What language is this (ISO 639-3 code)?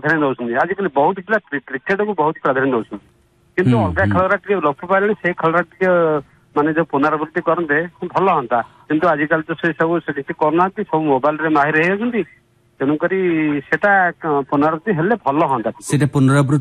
ori